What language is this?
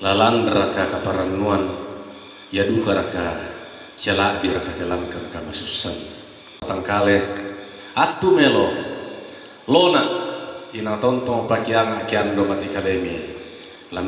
Toraja-Sa'dan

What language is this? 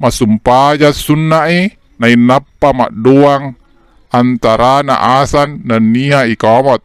Buginese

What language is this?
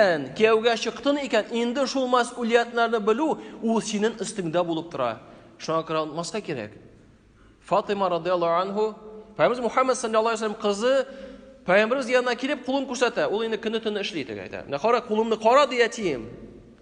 Tatar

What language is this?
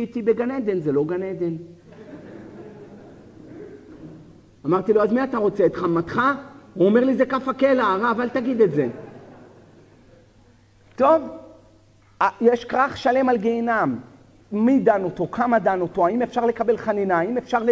Hebrew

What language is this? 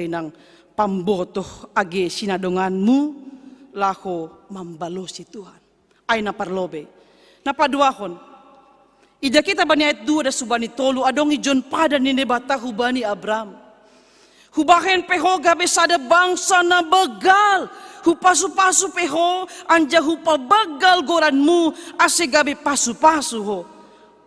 Batak Simalungun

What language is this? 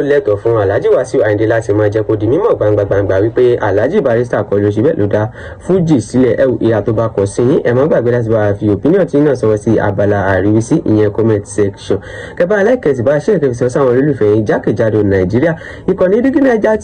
Yoruba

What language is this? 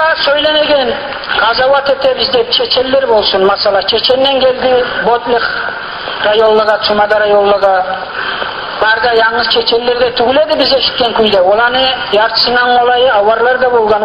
Kumyk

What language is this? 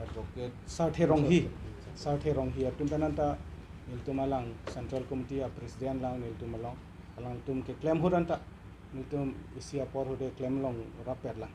Karbi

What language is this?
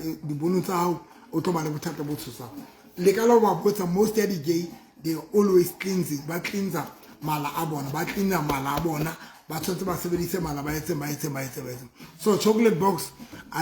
Southern Sotho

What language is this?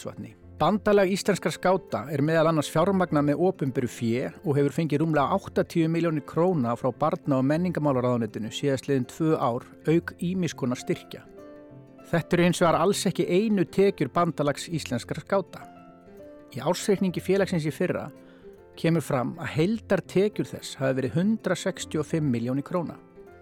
Icelandic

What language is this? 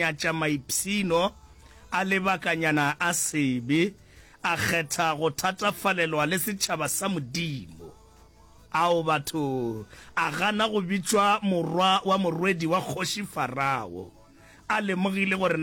Northern Sotho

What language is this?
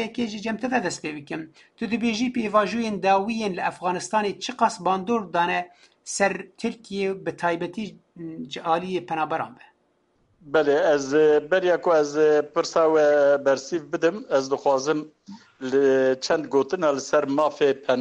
Kurdish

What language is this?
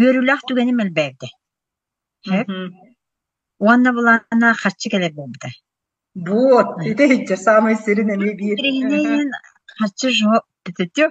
Yakut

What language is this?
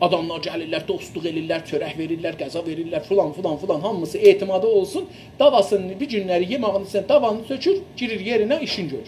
South Azerbaijani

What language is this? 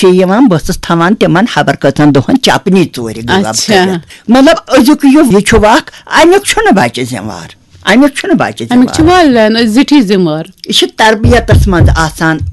Kashmiri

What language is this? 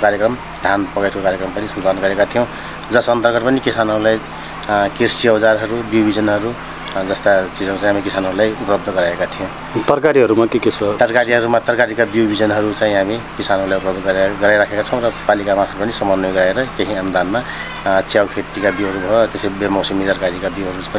Nepali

